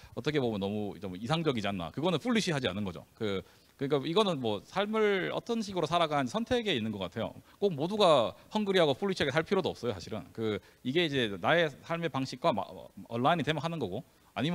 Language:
Korean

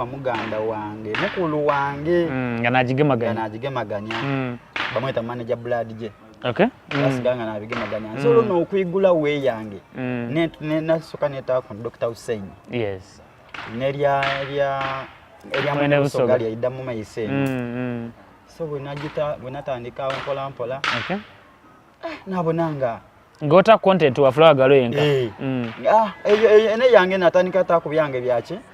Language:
Soga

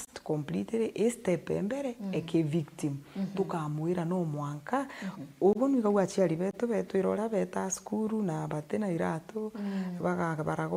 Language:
Meru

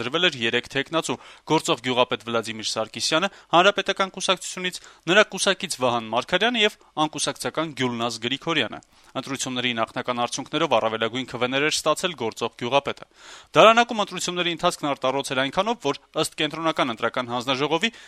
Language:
Armenian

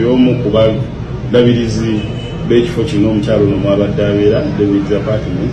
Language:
Ganda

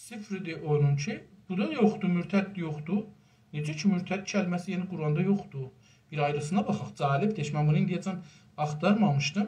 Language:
South Azerbaijani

